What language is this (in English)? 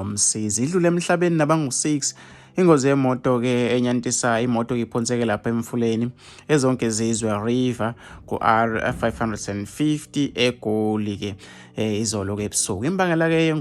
Zulu